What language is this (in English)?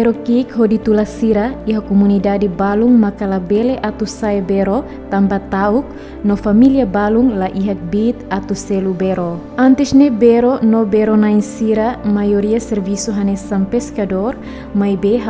Tetum